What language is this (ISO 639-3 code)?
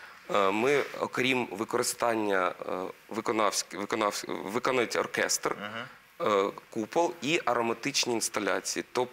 ukr